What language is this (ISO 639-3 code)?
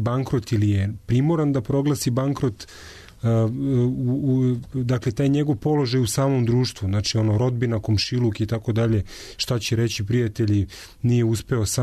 srp